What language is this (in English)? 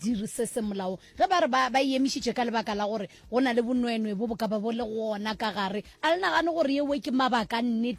Northern Sotho